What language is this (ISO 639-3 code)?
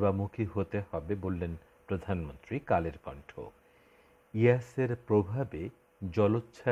ben